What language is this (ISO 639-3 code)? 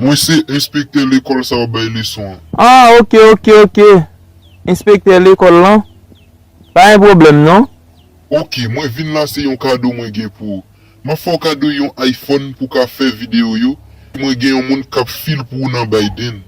hat